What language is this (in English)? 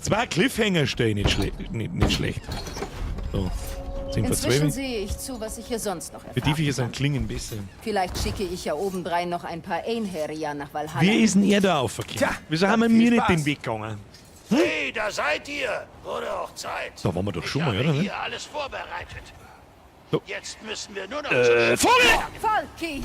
Bavarian